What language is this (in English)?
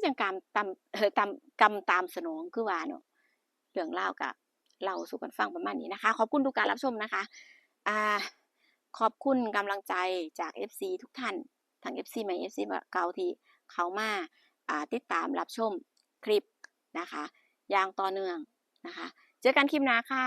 Northeastern Thai